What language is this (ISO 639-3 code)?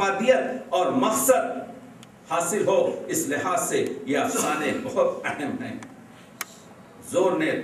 urd